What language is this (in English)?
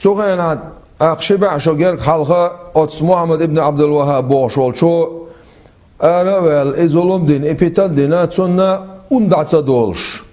Chechen